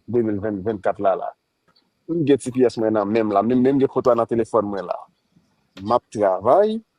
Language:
Haitian Creole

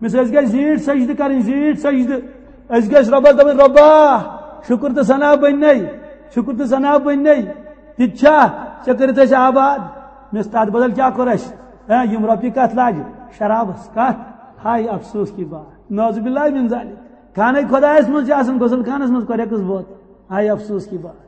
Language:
Kashmiri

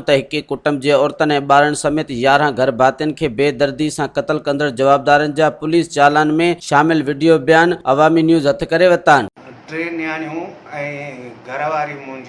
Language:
Sindhi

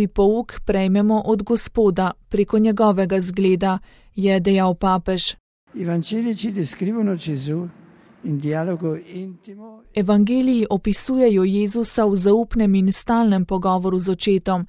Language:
Slovenian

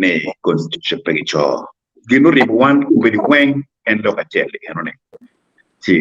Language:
Acoli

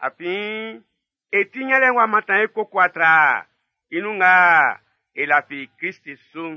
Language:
Baoulé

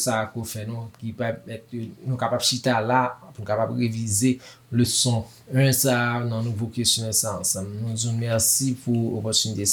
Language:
Haitian Creole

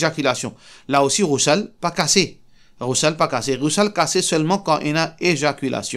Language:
Morisyen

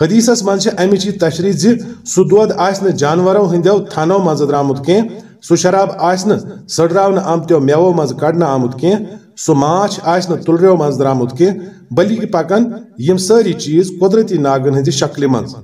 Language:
Kashmiri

